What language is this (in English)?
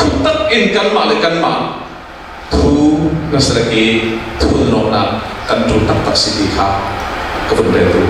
Falam Chin